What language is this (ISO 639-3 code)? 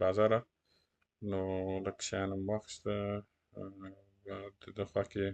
pus